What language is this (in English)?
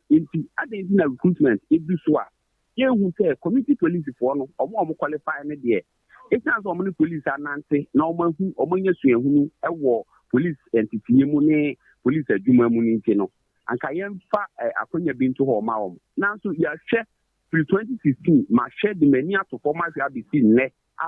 Akan